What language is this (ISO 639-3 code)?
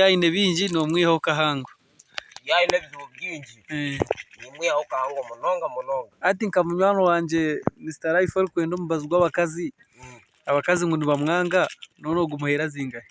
nyn